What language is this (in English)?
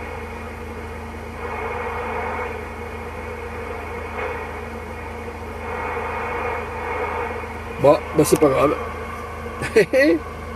French